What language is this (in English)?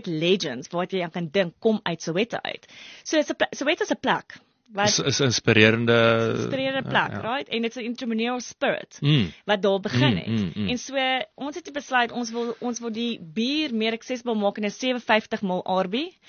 Afrikaans